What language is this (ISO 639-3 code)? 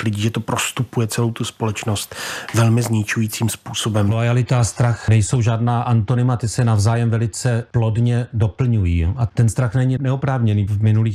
ces